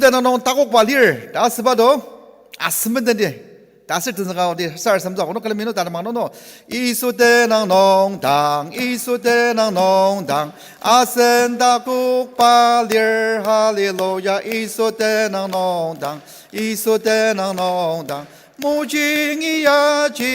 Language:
Ao Naga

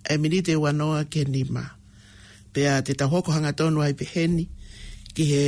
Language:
Tongan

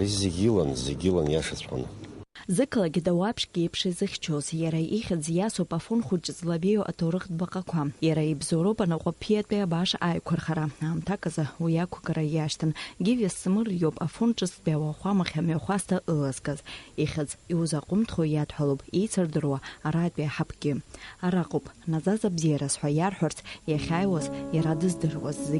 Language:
Abkhazian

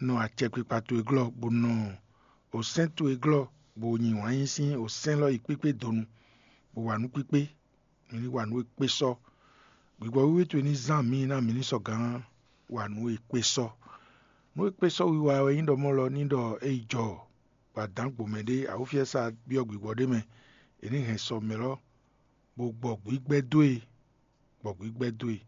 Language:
Fon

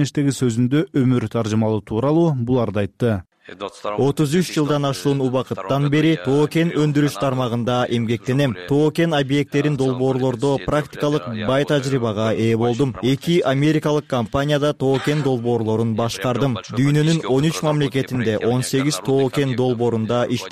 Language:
Kyrgyz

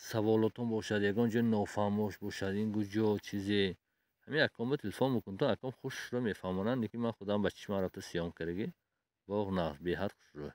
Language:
Tajik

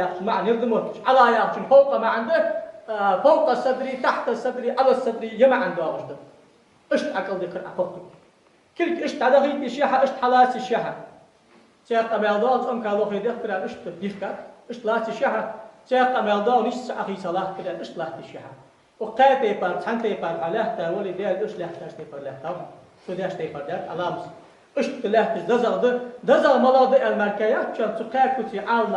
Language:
Ingush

